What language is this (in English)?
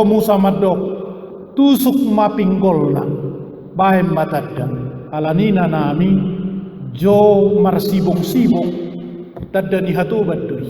Batak Toba